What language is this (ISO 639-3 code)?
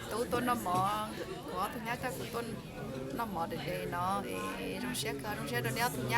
hmn